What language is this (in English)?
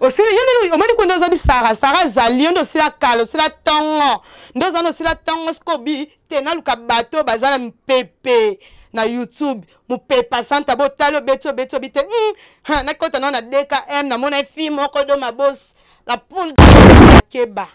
Lingala